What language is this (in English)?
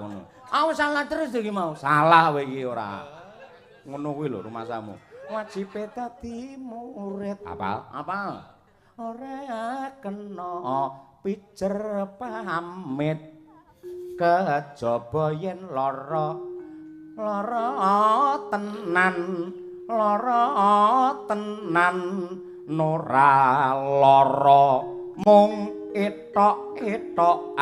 Javanese